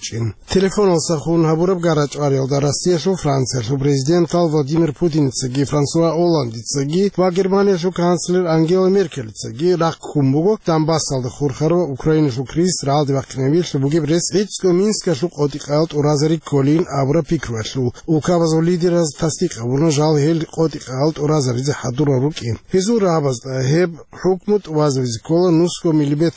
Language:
Avaric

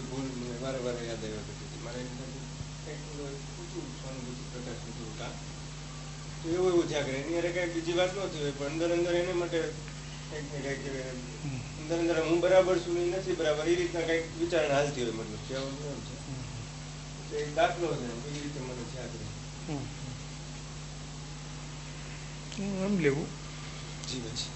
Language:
Gujarati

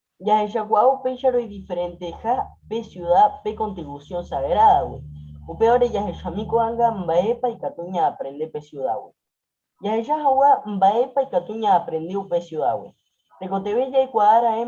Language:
Guarani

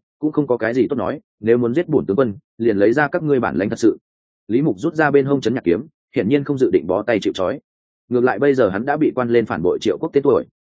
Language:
Vietnamese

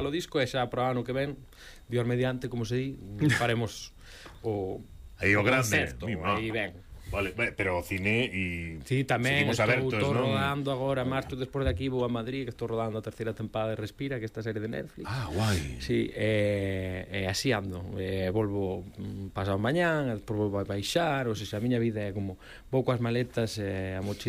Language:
Galician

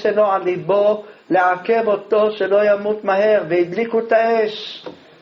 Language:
Hebrew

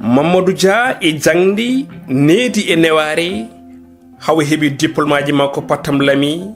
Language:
Fula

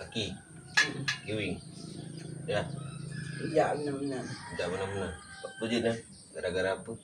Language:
Achinese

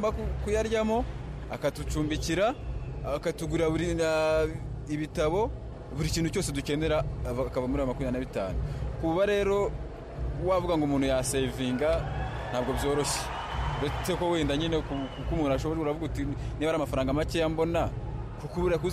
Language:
Kinyarwanda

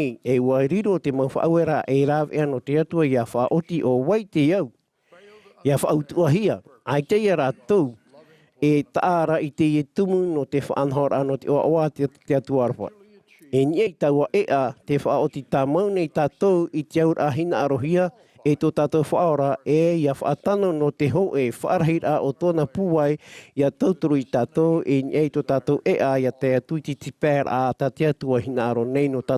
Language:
Tahitian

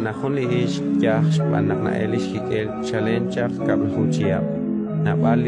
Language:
Kekchí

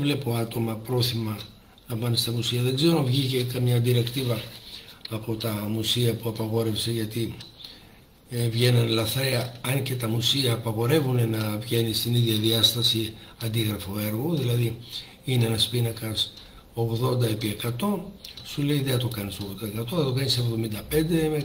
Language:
Greek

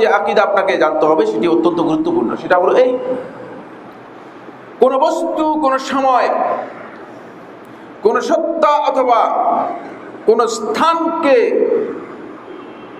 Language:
Bangla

